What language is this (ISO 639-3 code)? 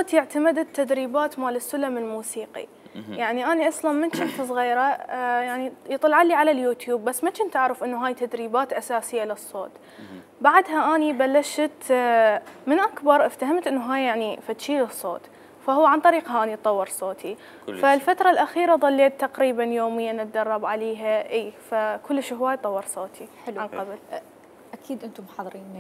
acm